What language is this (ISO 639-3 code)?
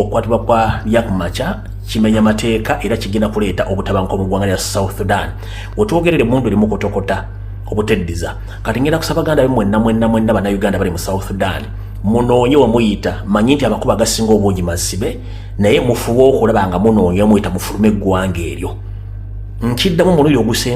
lug